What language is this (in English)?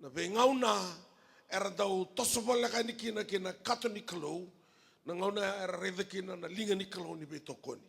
Fijian